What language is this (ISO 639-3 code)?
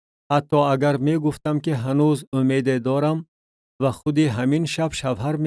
tgk